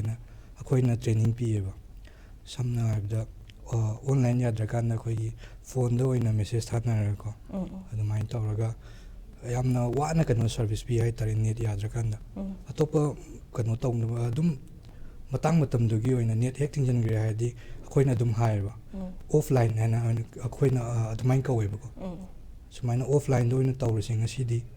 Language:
Manipuri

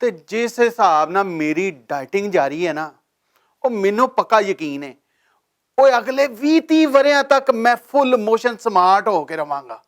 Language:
Western Panjabi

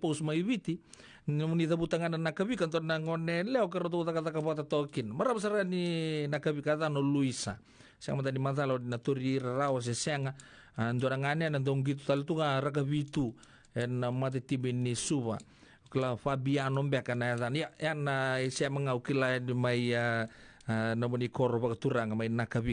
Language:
Fijian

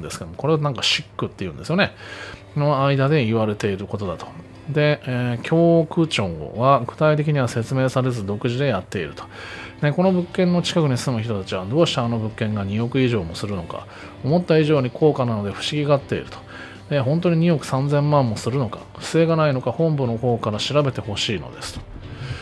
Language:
Japanese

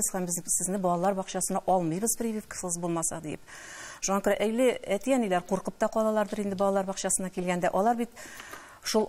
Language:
Tatar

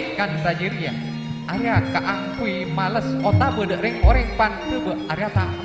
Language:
Madurese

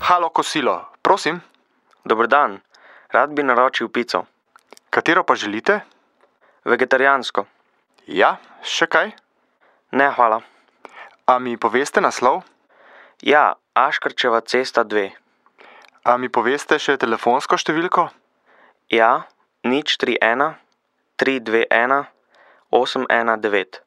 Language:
Slovenian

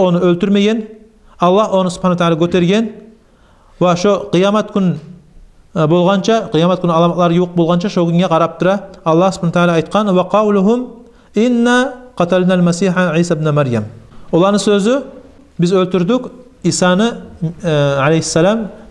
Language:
Kumyk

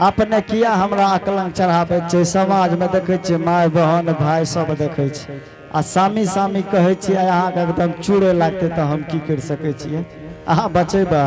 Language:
Angika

